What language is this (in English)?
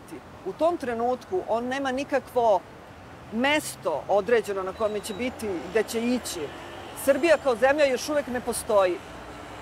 Serbian